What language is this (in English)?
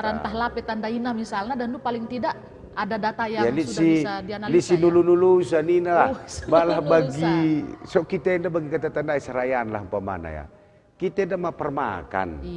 Batak Karo